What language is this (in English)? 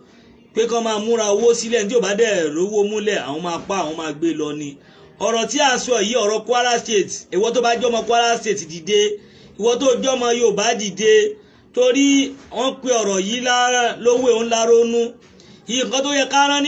Yoruba